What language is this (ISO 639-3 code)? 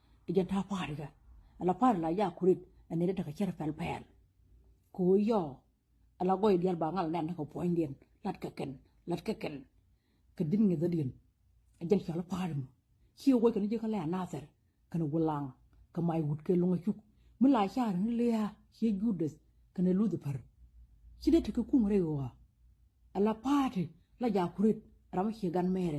nus